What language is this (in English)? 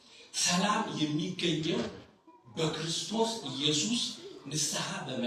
Amharic